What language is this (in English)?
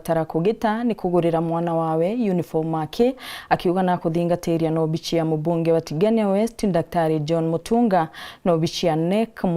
Meru